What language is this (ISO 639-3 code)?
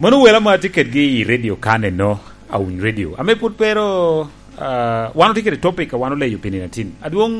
laj